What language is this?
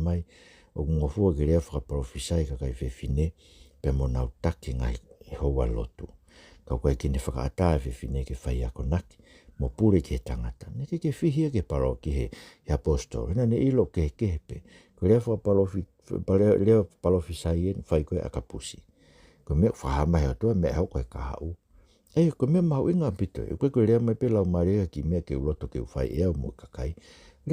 Tongan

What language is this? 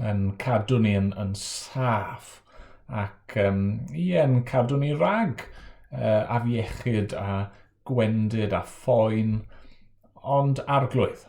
Welsh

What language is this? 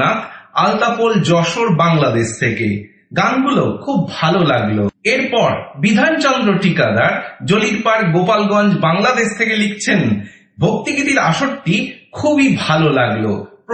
Bangla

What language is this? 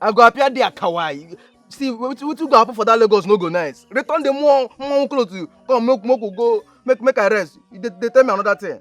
Nigerian Pidgin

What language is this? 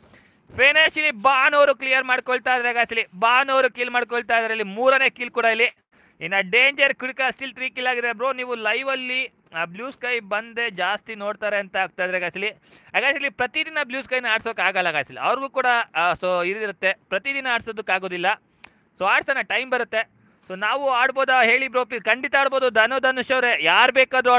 Kannada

